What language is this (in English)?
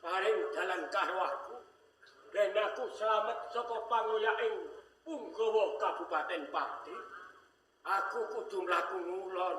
Javanese